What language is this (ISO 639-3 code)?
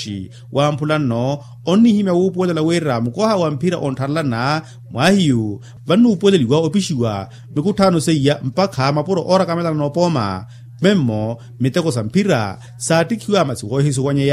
vmw